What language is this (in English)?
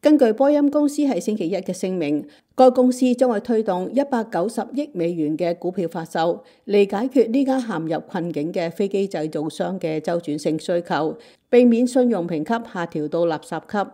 Cantonese